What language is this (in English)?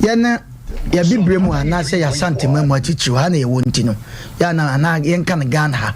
Akan